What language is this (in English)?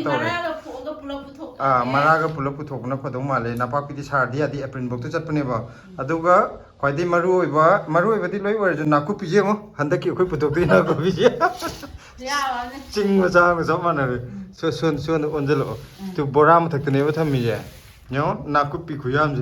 Manipuri